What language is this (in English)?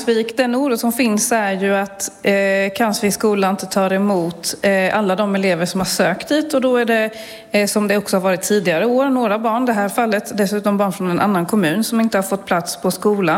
Swedish